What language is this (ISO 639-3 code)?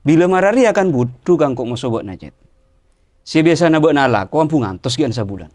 mad